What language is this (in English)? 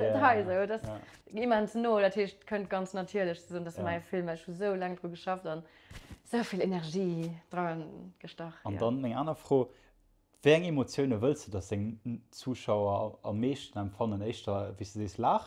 Luxembourgish